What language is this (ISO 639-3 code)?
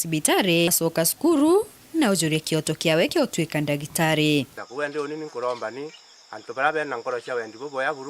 mer